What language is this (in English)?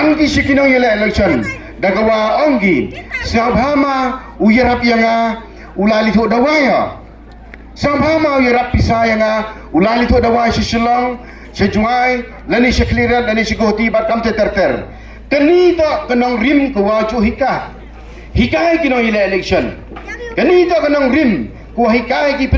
Pnar